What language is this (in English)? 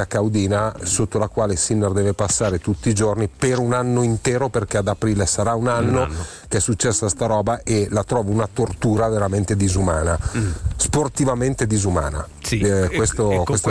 Italian